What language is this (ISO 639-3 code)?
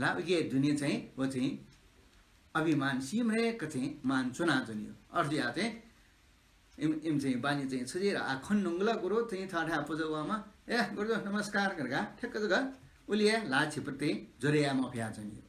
new